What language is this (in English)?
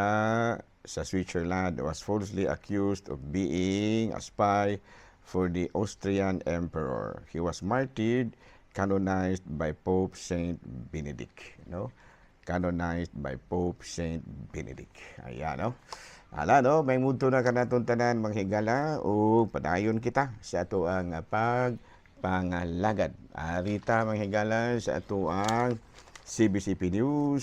Cebuano